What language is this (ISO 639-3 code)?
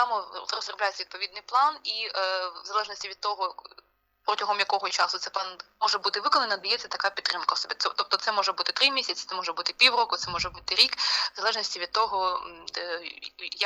ukr